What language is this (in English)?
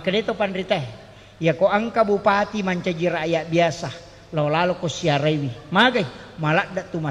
Buginese